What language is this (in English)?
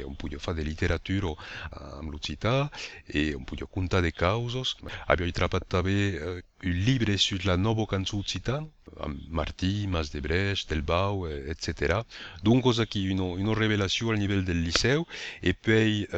Italian